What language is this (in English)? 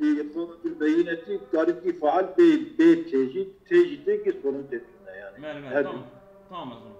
Kurdish